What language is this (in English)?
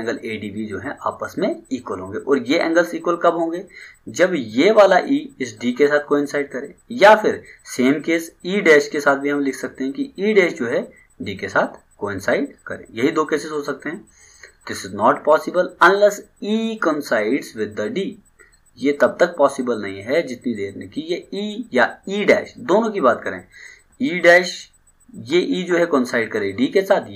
Hindi